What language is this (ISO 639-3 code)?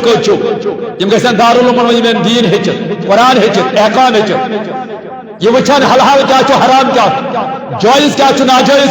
kas